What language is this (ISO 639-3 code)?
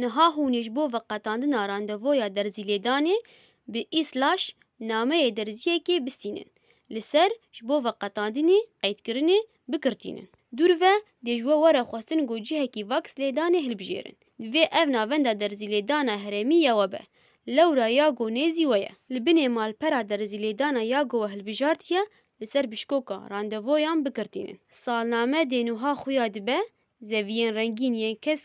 kur